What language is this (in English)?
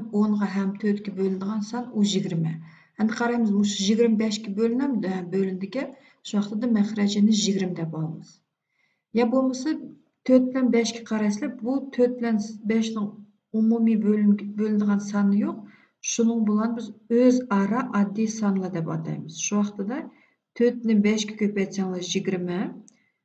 Uyghur